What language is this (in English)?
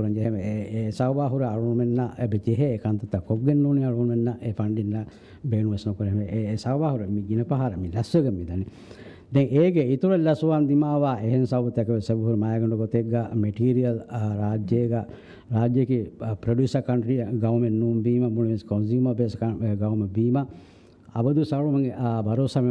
Divehi